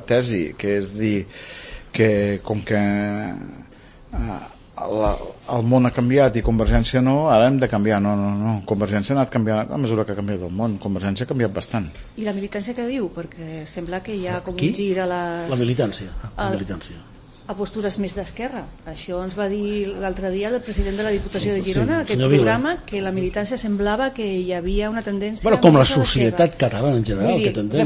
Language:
Catalan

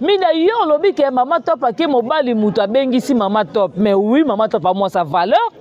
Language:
Lingala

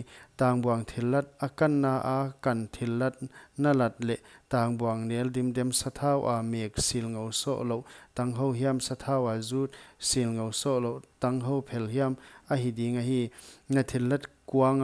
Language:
Paite Chin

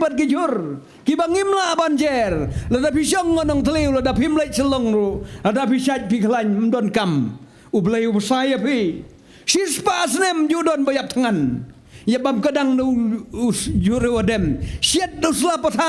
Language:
Khasi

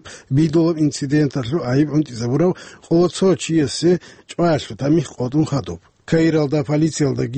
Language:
Avaric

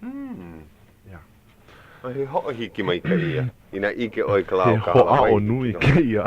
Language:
Hawaiian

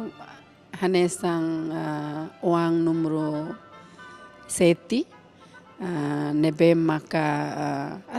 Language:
Tetum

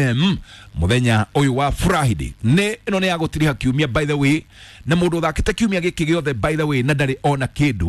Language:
Kikuyu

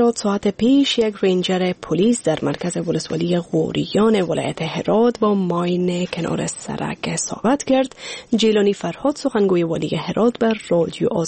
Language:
Persian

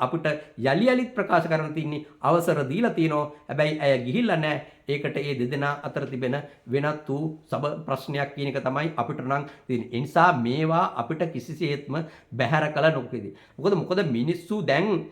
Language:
Sinhala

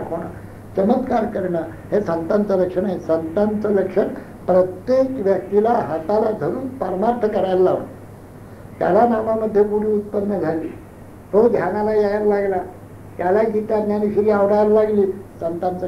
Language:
Marathi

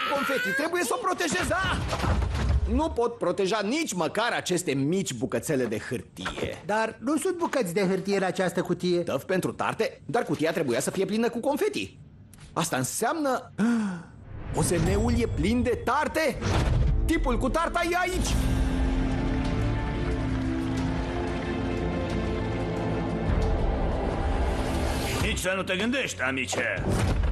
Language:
Romanian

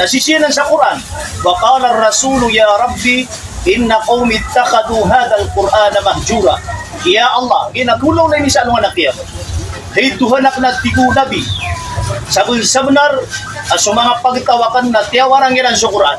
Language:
Maranao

